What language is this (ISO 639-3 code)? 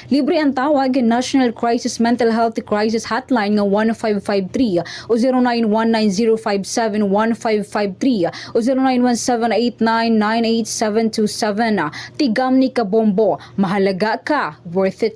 war